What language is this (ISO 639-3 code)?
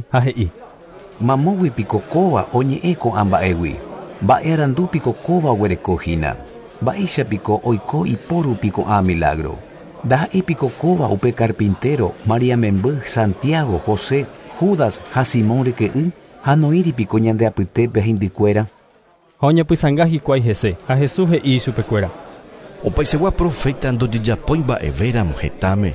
grn